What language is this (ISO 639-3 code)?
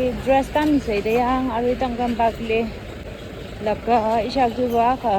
nmf